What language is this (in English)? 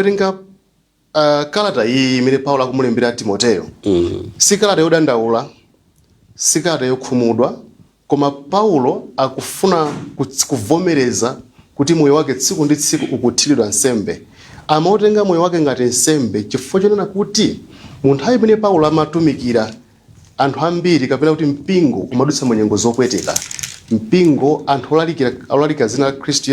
Nyanja